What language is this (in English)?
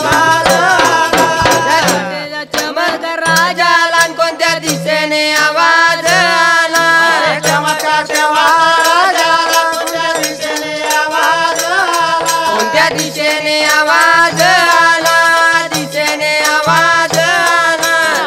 Marathi